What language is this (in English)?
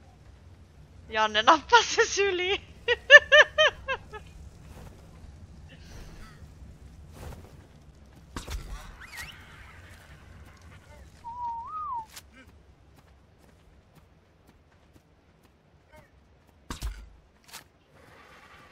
Finnish